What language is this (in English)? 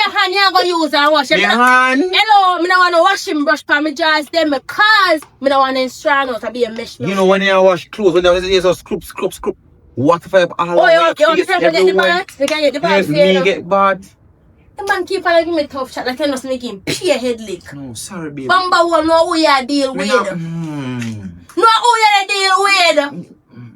Jamaican Creole English